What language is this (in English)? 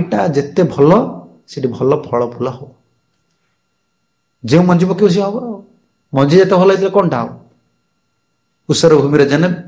Odia